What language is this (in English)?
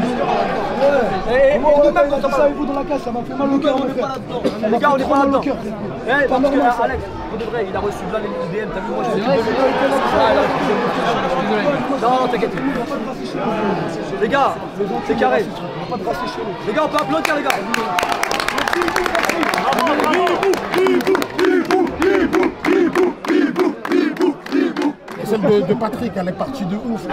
French